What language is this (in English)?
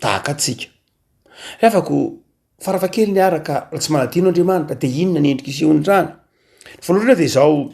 Malagasy